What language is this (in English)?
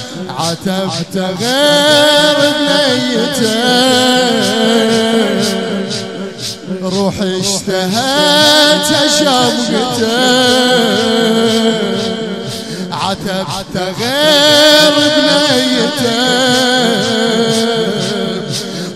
Mesopotamian Arabic